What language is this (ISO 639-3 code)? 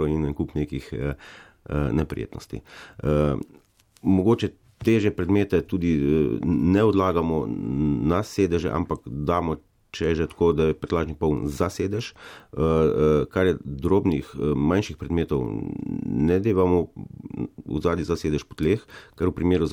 slv